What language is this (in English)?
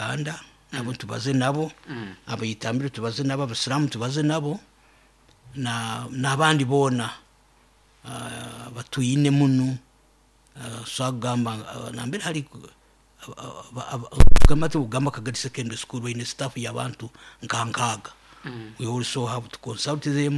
Nyoro